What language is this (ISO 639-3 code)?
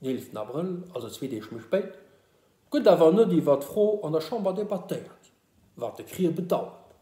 ltz